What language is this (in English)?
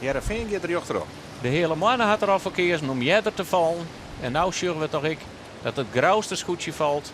Western Frisian